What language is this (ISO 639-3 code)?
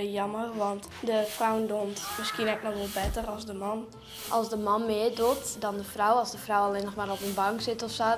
fry